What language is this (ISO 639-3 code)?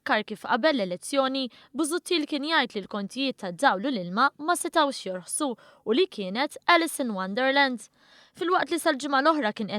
mlt